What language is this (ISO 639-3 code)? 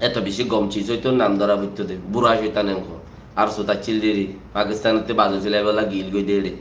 rhg